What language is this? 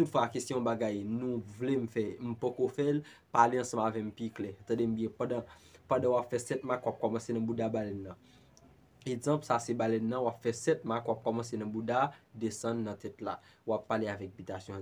Haitian Creole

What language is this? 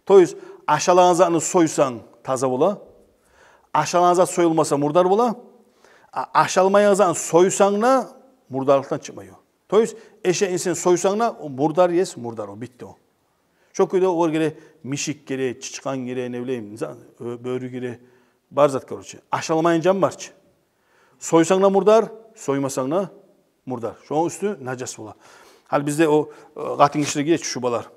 Kumyk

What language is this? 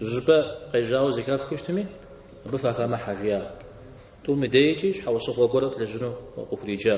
Kabardian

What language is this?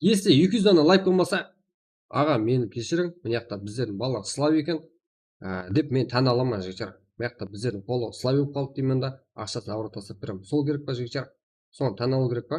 Kara-Kalpak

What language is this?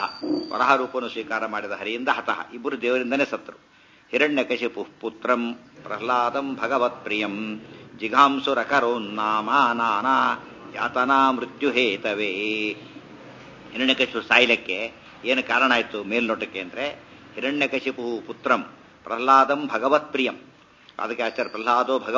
Kannada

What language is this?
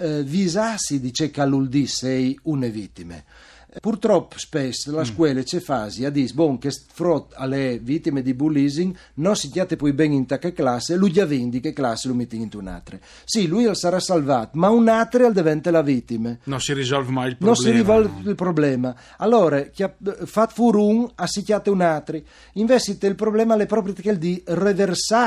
Friulian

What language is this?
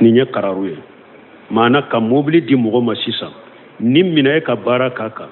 Bambara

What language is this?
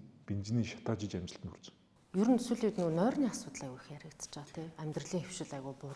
Mongolian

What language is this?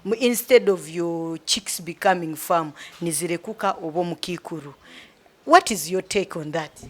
Nyankole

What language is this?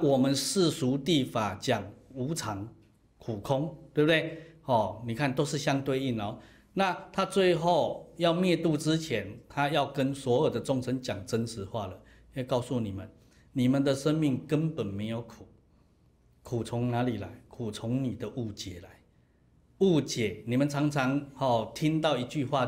Chinese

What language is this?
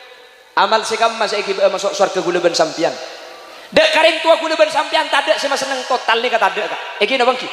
Madurese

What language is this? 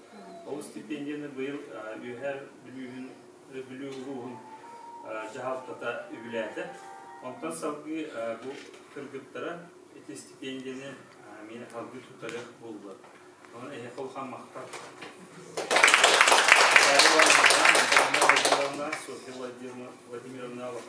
Yakut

